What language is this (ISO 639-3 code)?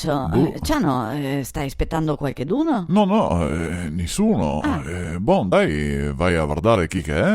vec